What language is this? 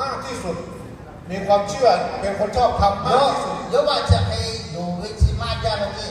Lahu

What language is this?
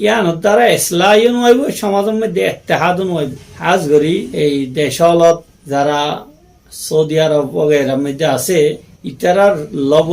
Rohingya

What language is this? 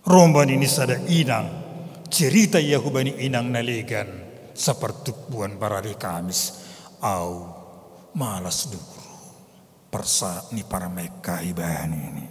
Batak Simalungun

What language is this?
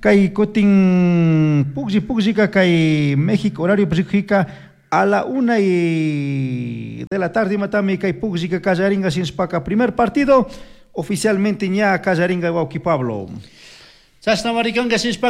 Chimborazo Highland Quichua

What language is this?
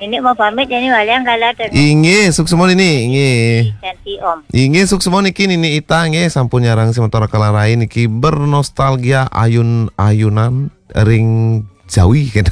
Balinese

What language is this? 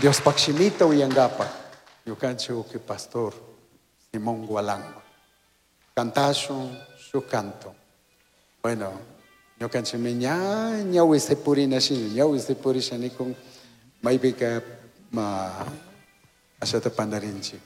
Chimborazo Highland Quichua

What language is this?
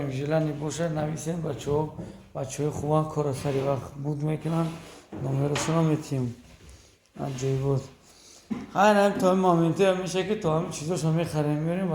Tajik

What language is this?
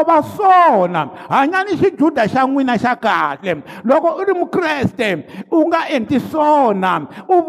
Tsonga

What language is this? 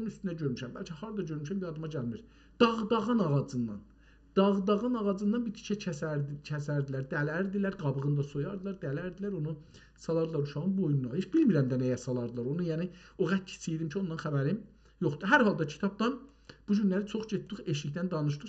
South Azerbaijani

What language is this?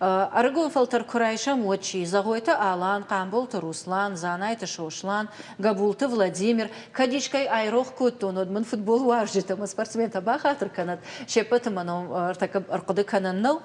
Ossetic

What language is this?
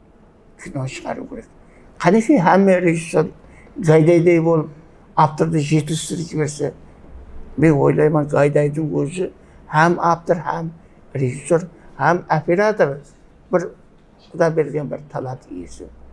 Kara-Kalpak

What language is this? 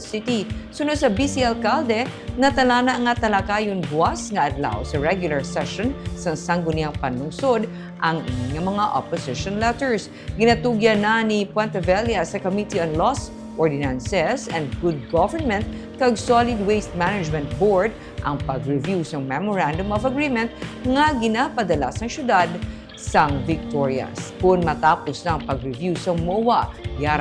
Hiligaynon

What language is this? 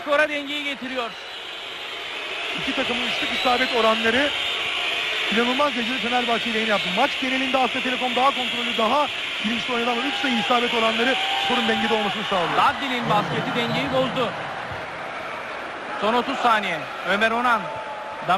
Turkish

